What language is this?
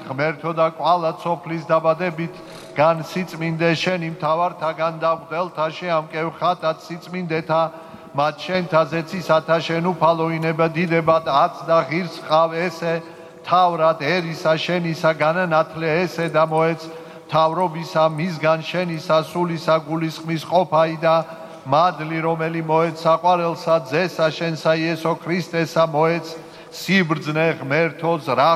Georgian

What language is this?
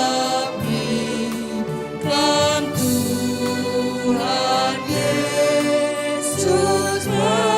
Batak Karo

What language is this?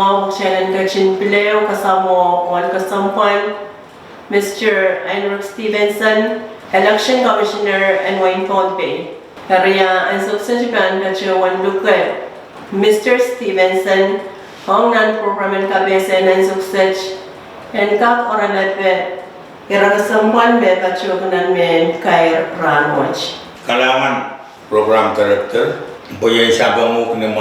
Pohnpeian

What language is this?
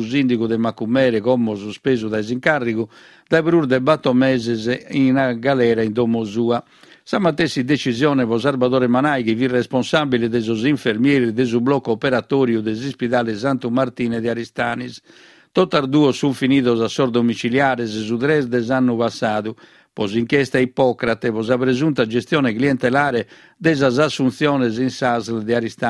Sardinian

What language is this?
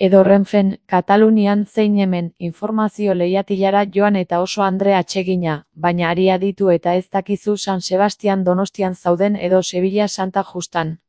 Basque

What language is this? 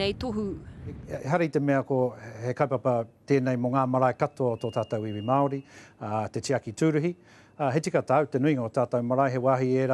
Māori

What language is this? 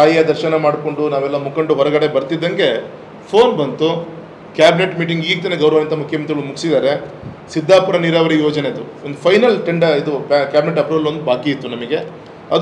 Kannada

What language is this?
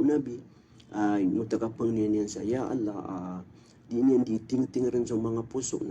Maranao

